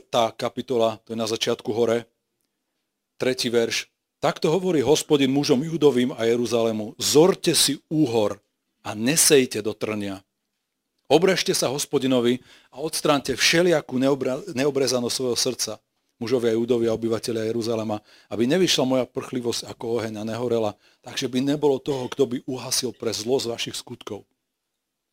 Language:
Slovak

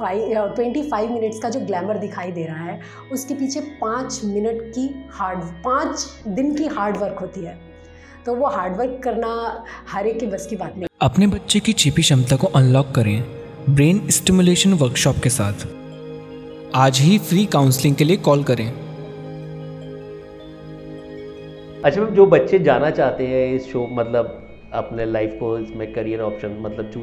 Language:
Hindi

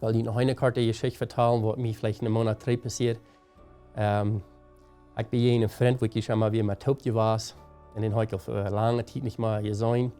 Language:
Plautdietsch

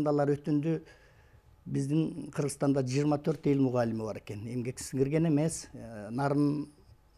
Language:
Kyrgyz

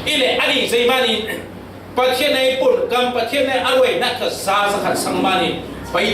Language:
Falam Chin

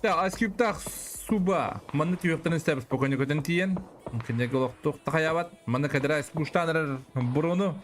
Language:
Yakut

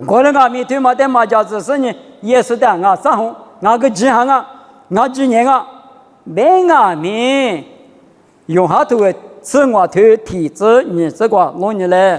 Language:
Lisu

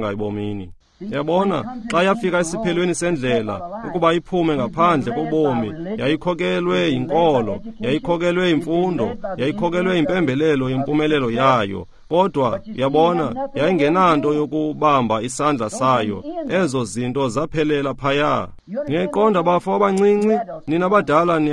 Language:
Xhosa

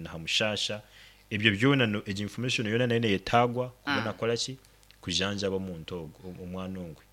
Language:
Nyankole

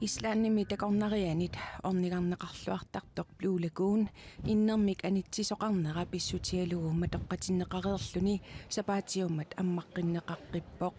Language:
Kalaallisut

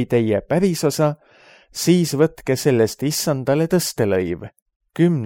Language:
Estonian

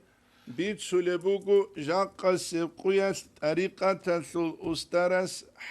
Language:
Avaric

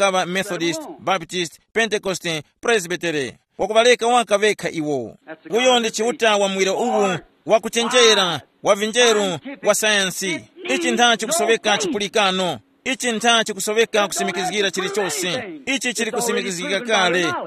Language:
Tumbuka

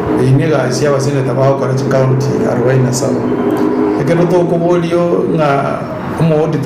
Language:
Gusii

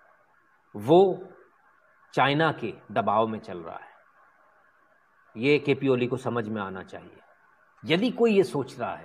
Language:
Hindi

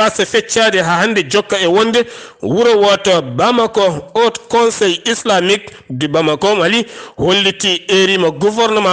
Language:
Fula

